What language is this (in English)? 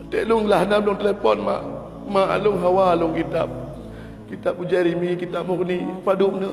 Achinese